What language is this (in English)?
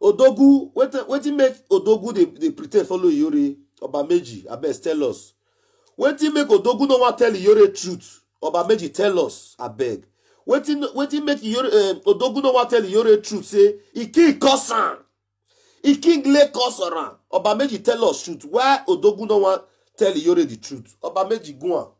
Nigerian Pidgin